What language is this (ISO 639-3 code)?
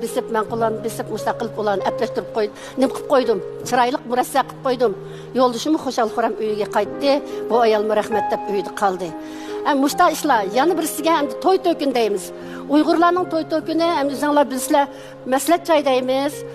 uig